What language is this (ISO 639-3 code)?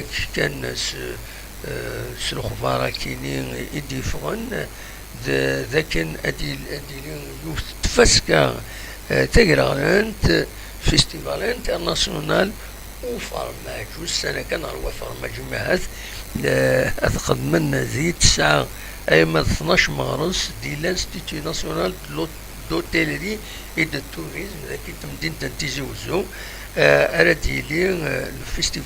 kab